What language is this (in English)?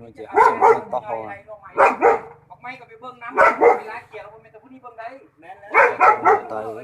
Lao